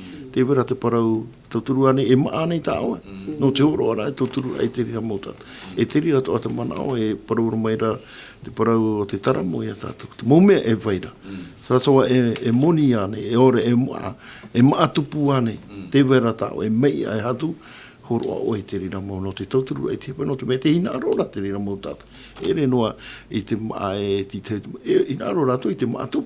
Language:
Tahitian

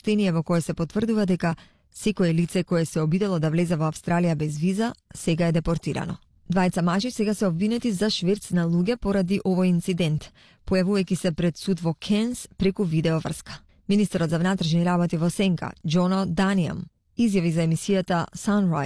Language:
Macedonian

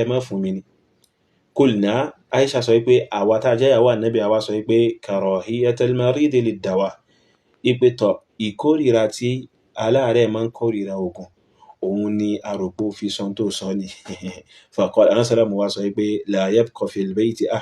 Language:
Yoruba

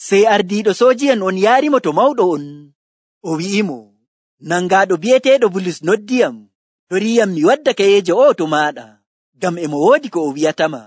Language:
Nigerian Fulfulde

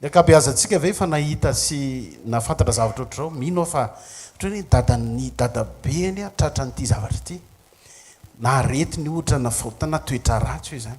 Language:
Malagasy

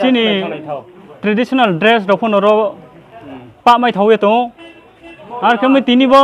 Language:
Riang (India)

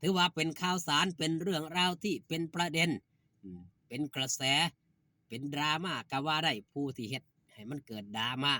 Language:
Northeastern Thai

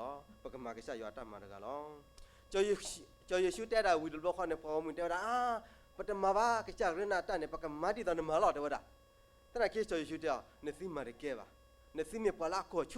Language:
S'gaw Karen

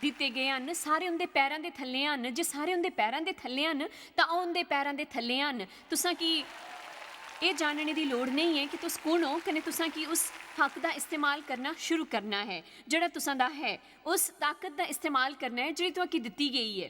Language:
Dogri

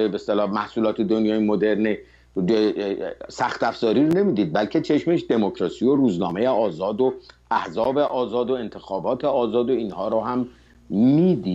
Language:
Persian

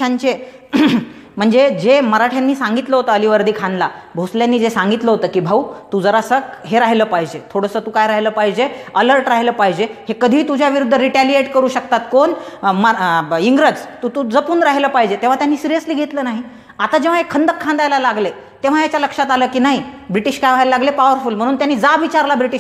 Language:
Marathi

